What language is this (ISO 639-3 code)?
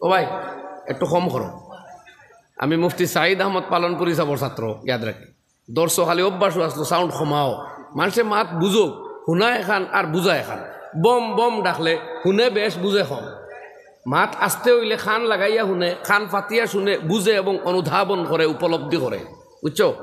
syl